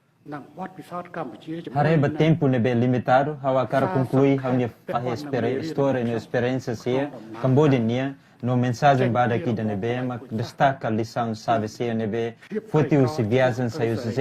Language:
Tetum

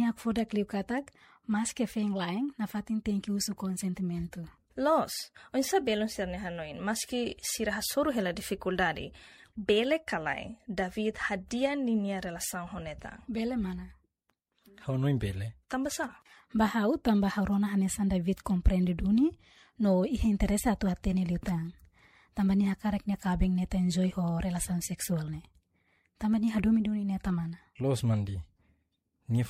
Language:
Tetum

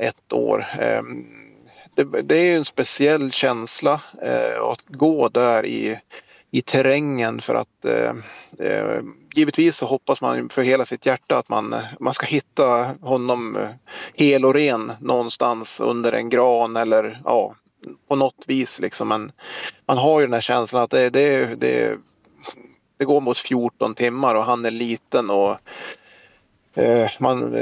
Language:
Swedish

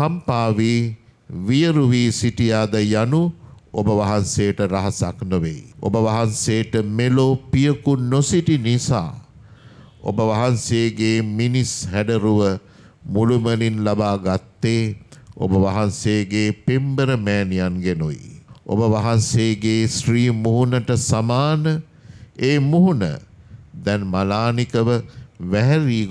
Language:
Sinhala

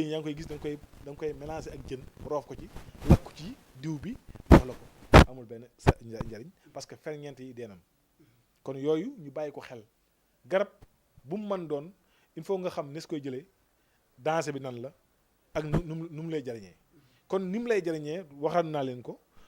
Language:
Wolof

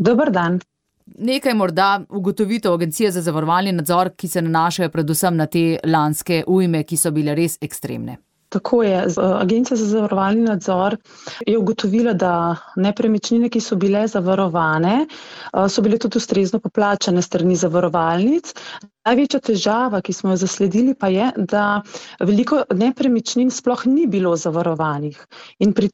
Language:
Slovenian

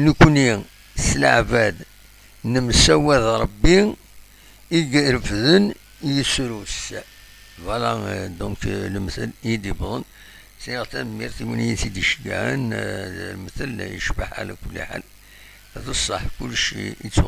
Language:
Kabyle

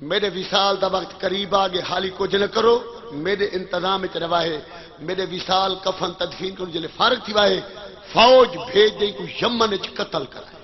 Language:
Saraiki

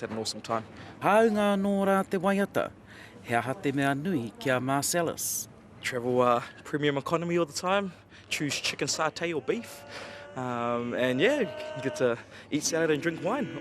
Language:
Māori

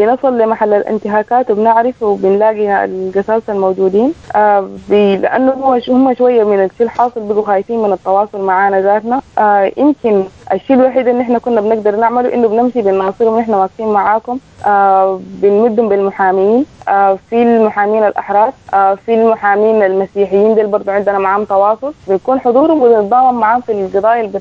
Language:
Sudanese Arabic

